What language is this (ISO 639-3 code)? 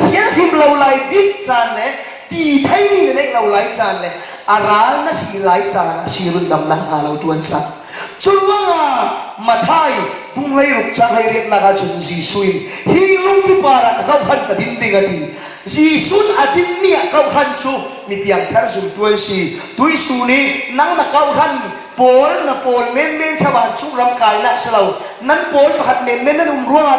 cfm